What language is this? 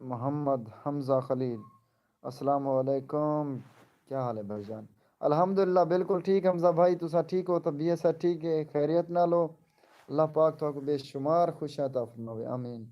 Saraiki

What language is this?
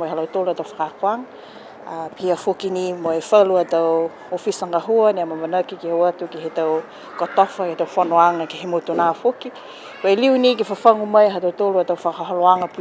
Niuean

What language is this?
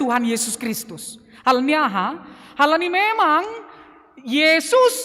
Batak Simalungun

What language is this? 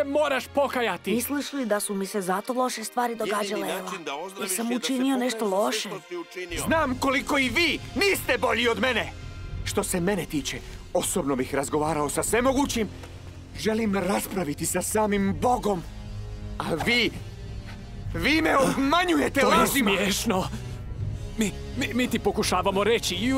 Croatian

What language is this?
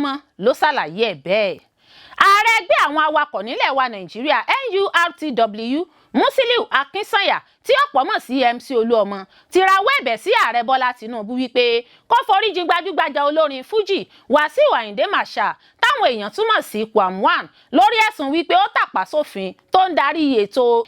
Yoruba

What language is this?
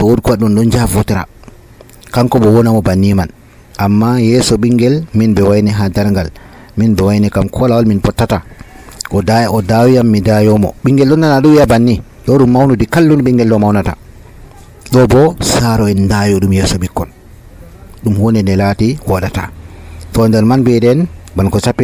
Nigerian Fulfulde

